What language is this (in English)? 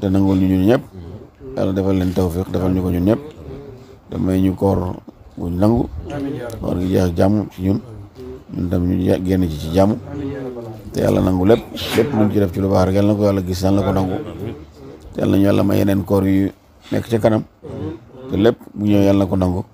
Wolof